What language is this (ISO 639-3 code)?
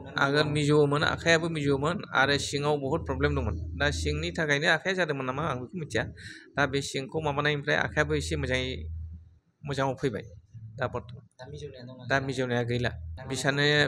brx